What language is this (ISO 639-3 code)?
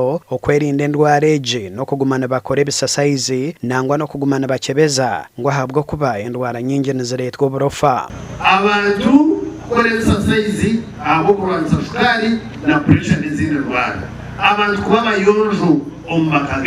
nyn